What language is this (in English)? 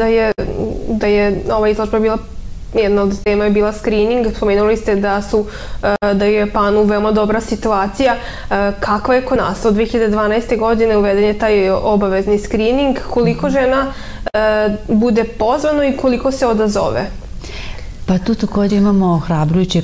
Serbian